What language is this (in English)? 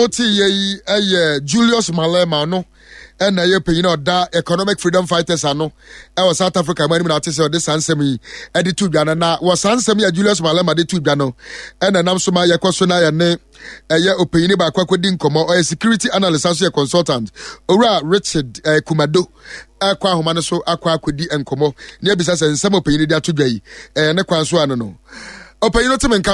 Akan